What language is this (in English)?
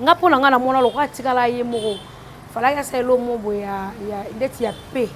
Lingala